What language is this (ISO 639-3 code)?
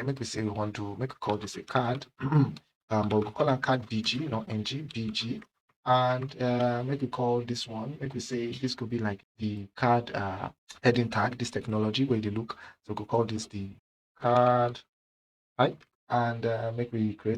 pcm